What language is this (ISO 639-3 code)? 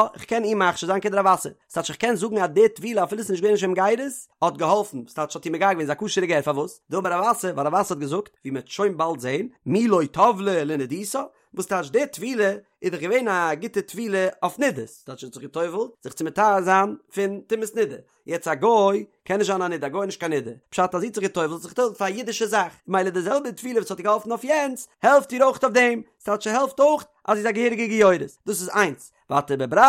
yid